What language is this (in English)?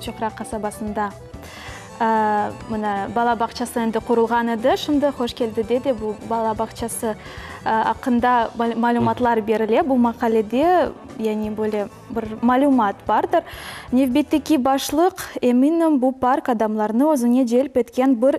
Crimean Tatar